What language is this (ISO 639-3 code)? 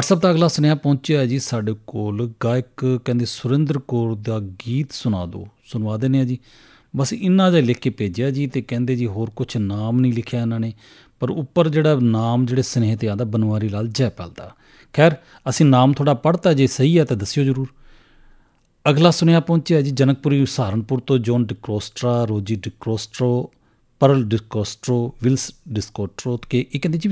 pan